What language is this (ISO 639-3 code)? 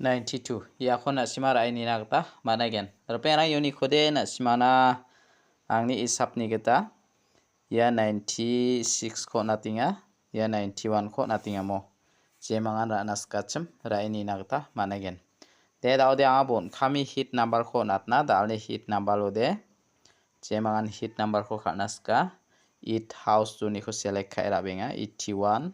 grt